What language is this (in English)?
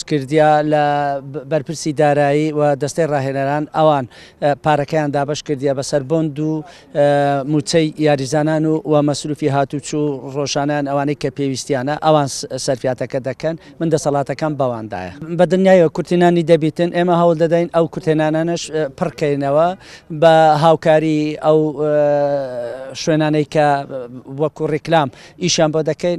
Central Kurdish